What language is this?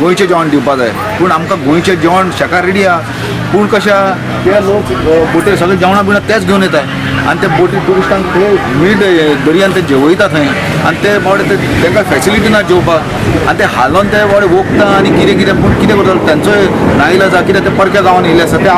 Konkani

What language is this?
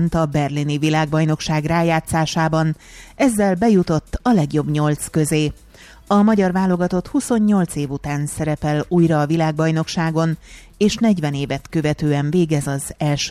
Hungarian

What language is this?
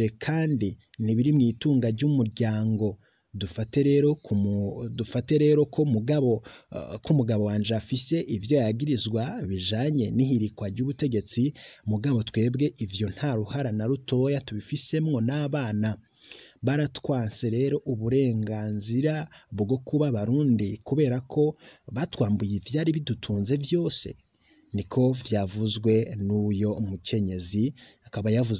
Rundi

